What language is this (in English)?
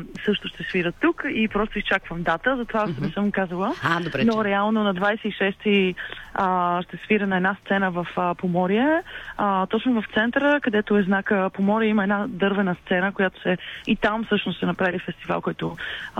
Bulgarian